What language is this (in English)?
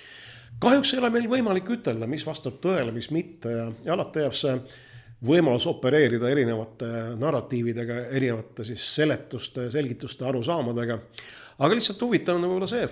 Estonian